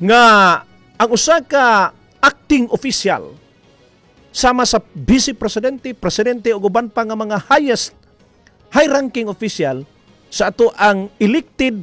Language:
Cebuano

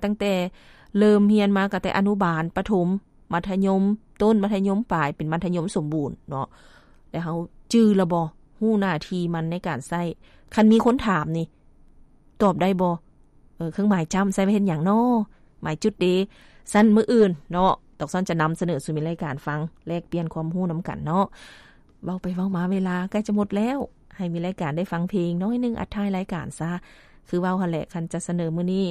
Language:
Lao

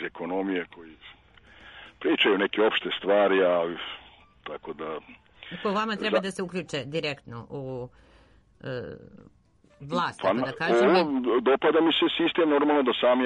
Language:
Serbian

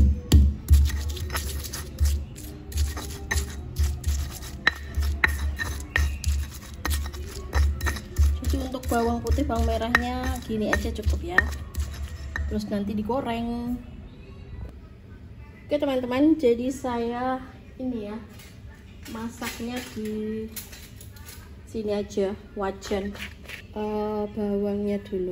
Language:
Indonesian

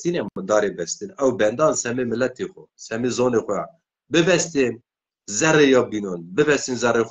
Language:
Zaza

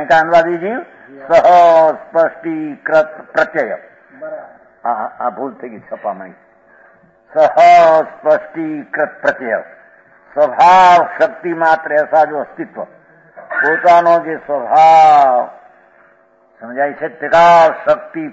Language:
Gujarati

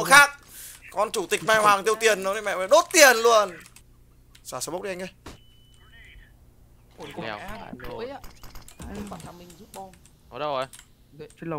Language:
Vietnamese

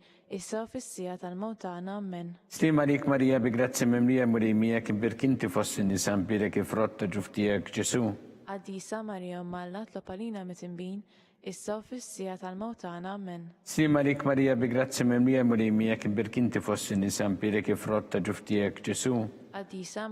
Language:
Maltese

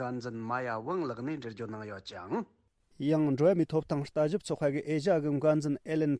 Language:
Tibetan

